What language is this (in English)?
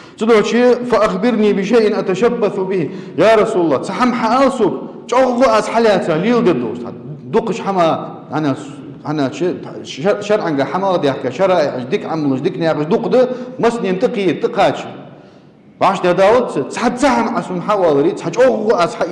Ingush